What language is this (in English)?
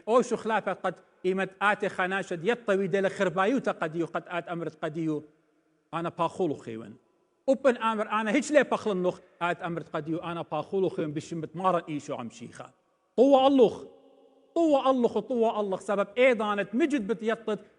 Assyrian Neo-Aramaic